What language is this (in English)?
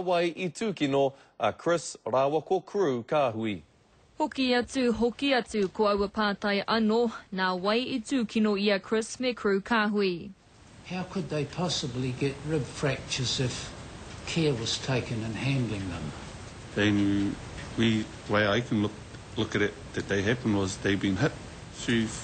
Māori